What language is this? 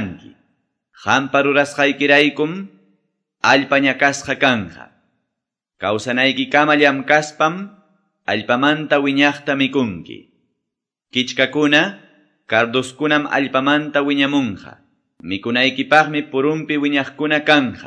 Quechua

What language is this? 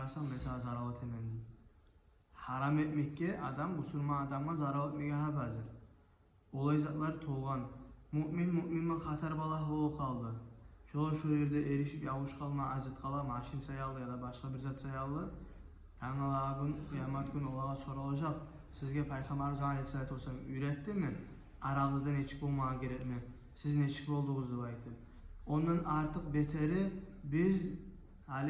Kumyk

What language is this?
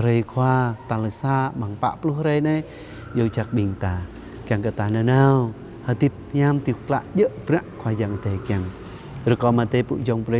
Jarai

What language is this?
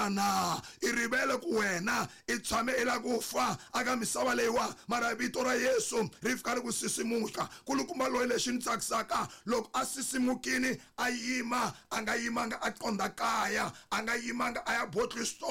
Tsonga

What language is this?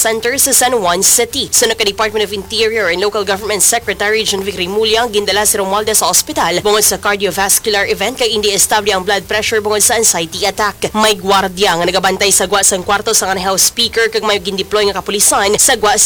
Hiligaynon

